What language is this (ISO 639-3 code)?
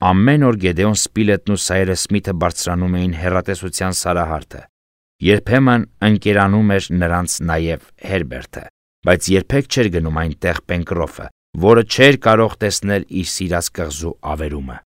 hye